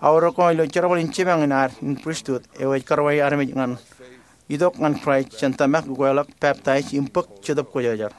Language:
Marshallese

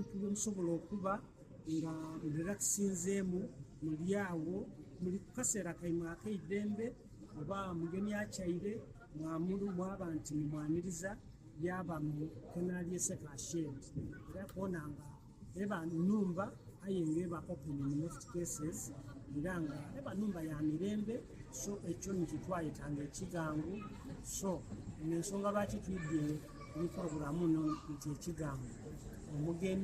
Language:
Soga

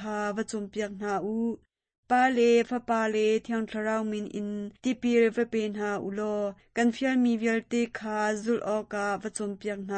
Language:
Hakha Chin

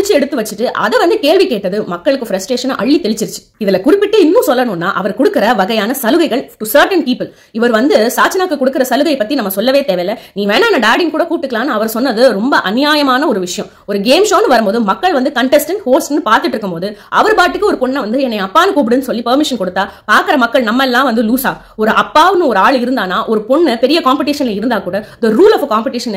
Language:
Tamil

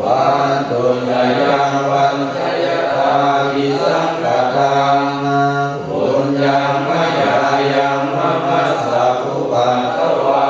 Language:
Pali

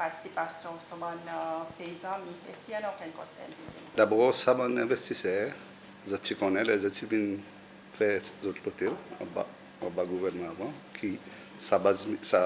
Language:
Seselwa Creole French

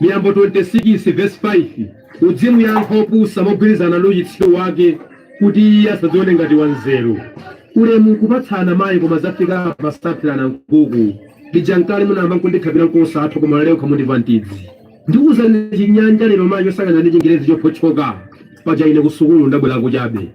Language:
Nyanja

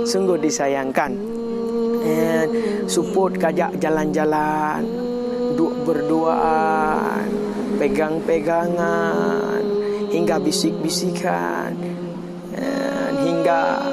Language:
Achinese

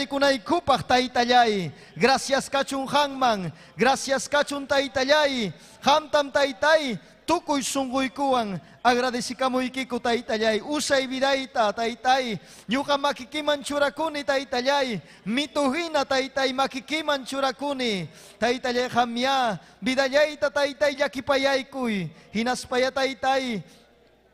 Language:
Ayacucho Quechua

